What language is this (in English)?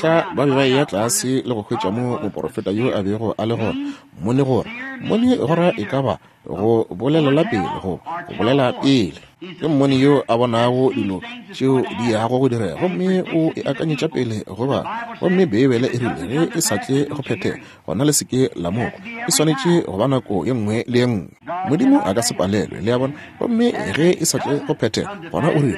Northern Sotho